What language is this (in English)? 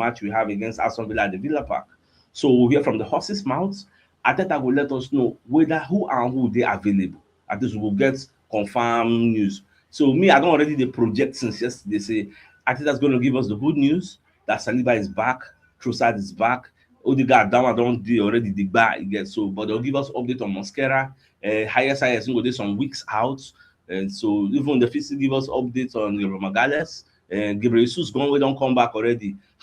Nigerian Pidgin